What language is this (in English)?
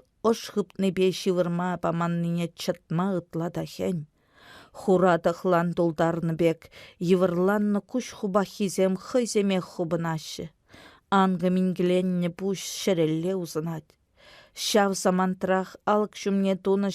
Chuvash